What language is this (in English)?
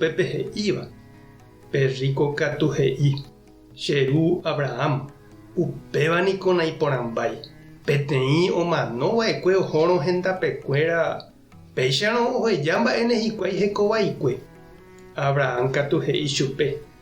Guarani